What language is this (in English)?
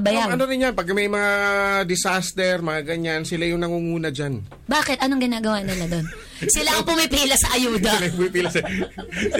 Filipino